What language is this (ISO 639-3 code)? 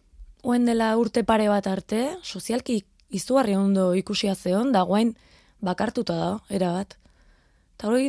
eus